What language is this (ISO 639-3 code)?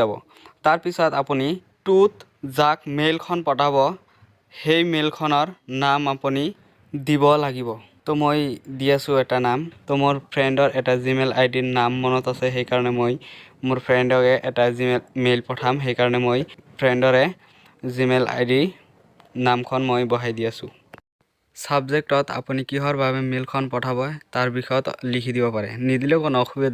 asm